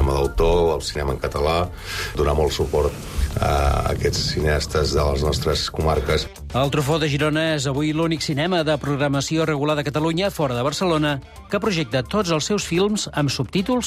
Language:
Catalan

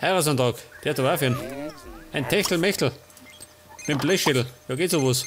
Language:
Bavarian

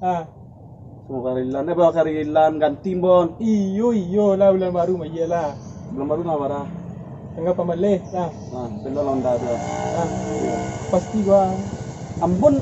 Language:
Minangkabau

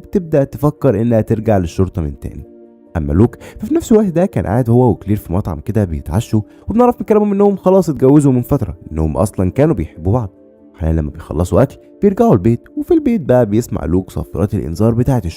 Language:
Egyptian Arabic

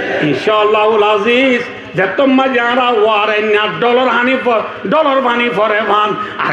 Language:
Rohingya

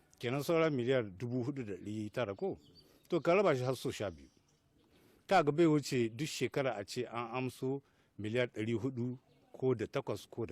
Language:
Hausa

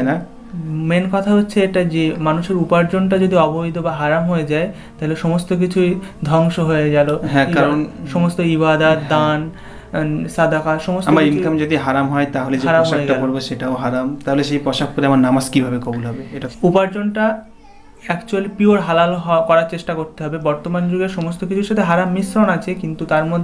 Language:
Bangla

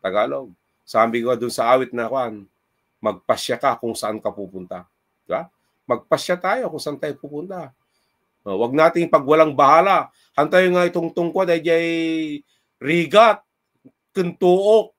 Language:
Iloko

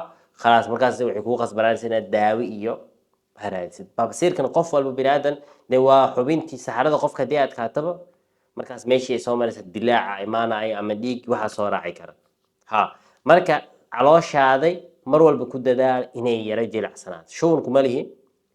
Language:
Somali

